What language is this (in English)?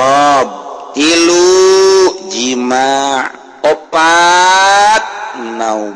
Sundanese